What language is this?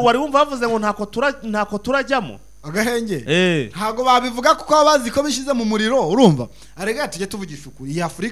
Kinyarwanda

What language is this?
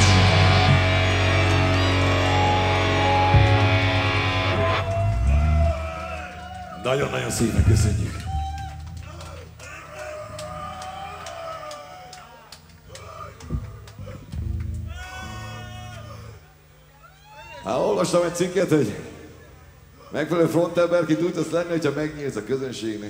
Hungarian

